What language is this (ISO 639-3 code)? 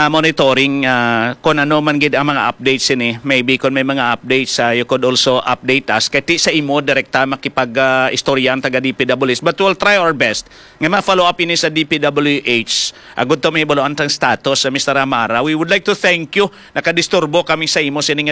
hil